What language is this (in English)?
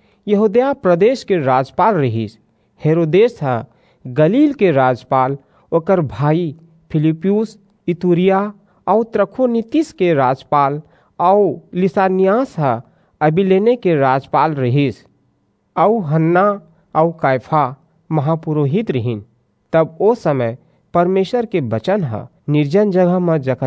Chhattisgarhi